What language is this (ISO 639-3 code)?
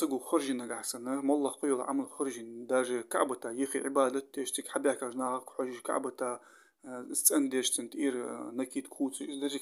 inh